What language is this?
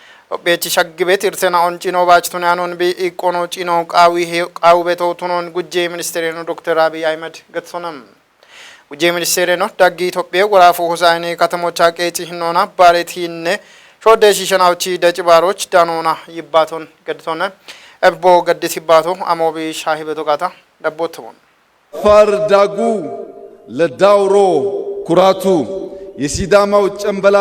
Kafa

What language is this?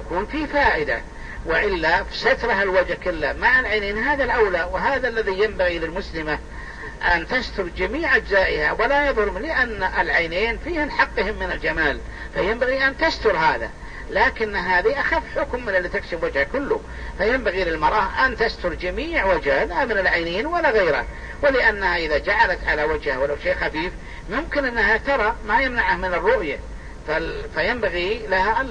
Arabic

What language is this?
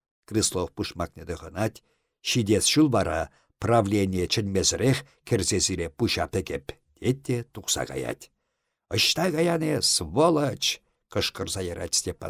Chuvash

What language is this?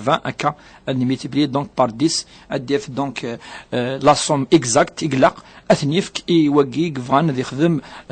Kabyle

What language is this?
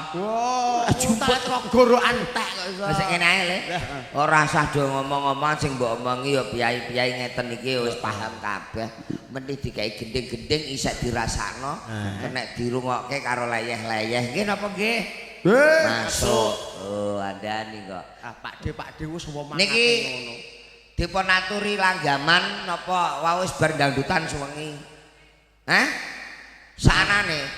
Javanese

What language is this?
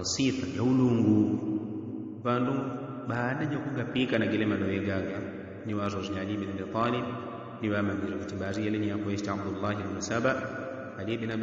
Yao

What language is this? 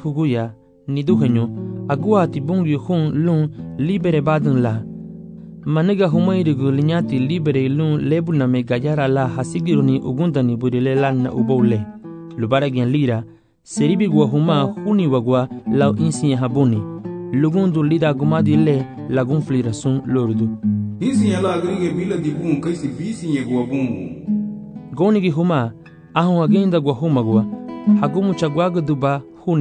Garifuna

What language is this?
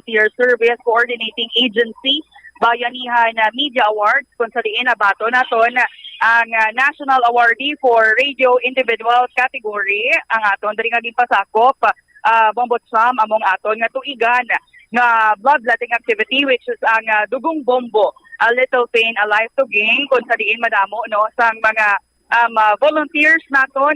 Hiligaynon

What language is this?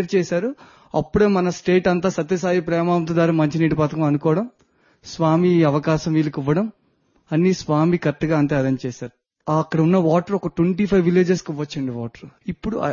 Telugu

